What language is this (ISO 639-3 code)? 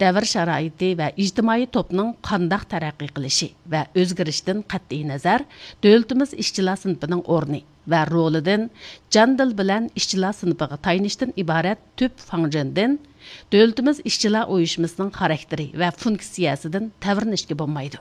uig